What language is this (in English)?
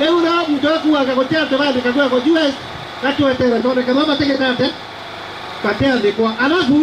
Meru